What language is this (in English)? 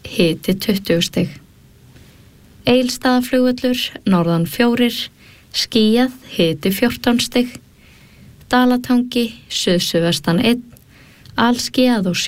Icelandic